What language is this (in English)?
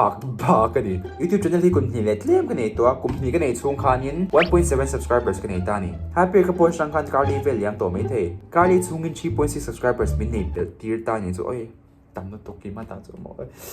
Mizo